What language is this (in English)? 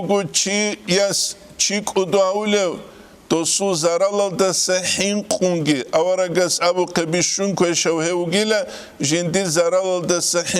Avaric